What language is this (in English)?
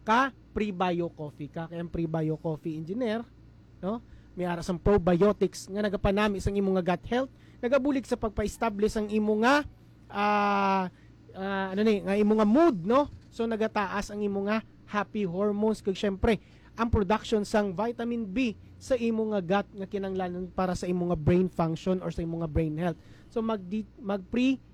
Hiligaynon